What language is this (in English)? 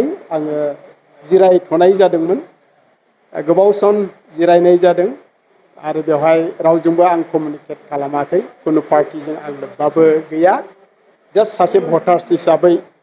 Bodo